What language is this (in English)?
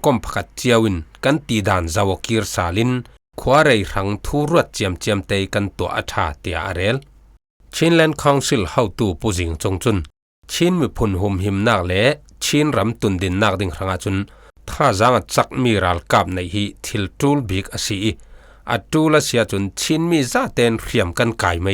Falam Chin